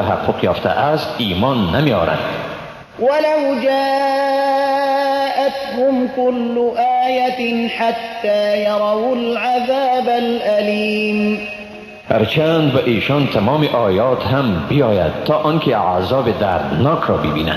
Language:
Persian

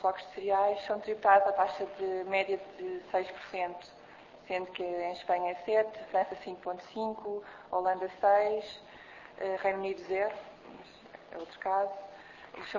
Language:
Portuguese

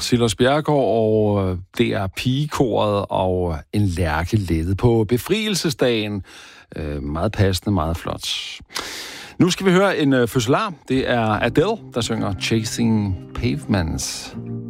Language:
Danish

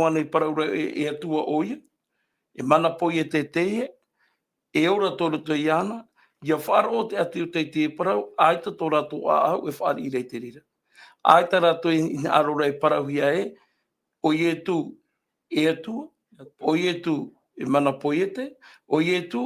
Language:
Tahitian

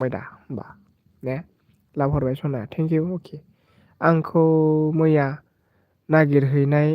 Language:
Bodo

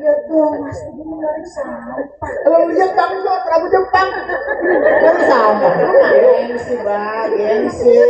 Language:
Betawi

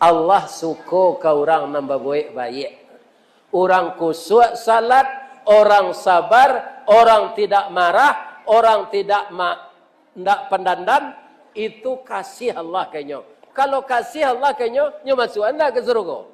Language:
Minangkabau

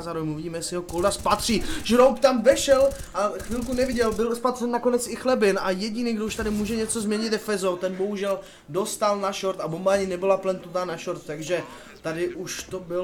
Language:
Czech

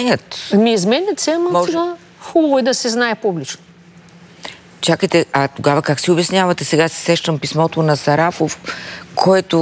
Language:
Bulgarian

